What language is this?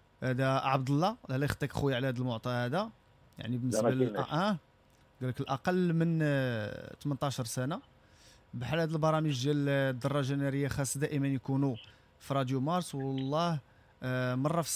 Moroccan Arabic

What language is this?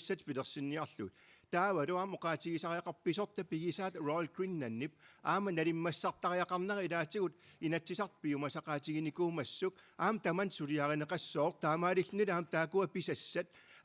Kalaallisut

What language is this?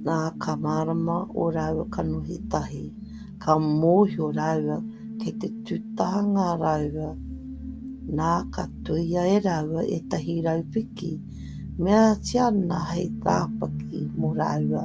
Māori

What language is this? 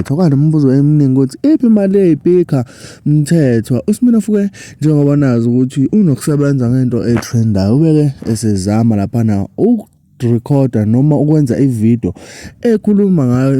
Zulu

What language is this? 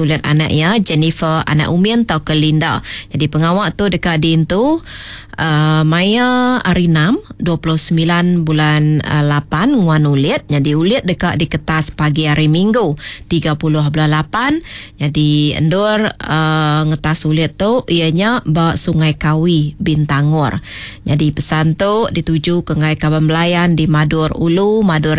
Iban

